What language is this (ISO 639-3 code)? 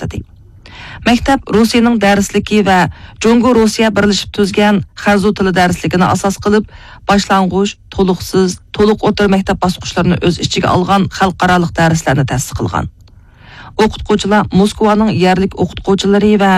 uig